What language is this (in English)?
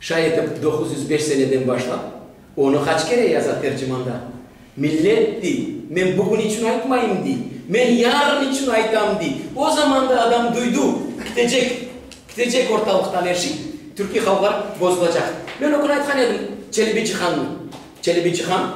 Crimean Tatar